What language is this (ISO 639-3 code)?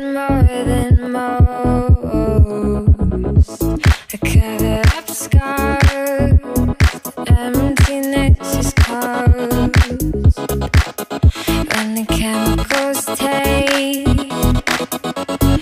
eng